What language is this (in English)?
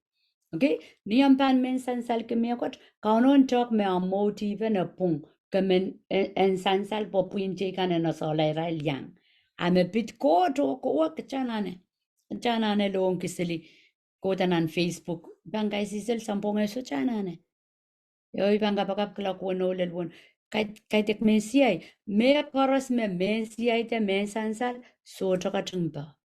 Pohnpeian